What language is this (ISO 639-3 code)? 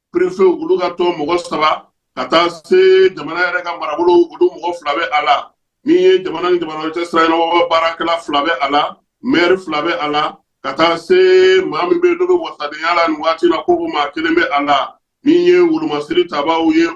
bam